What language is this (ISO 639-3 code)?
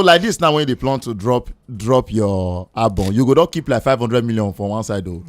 pcm